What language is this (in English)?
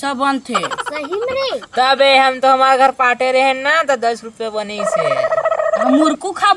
Chhattisgarhi